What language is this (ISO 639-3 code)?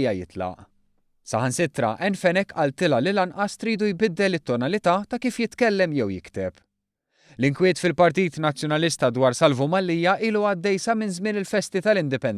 mlt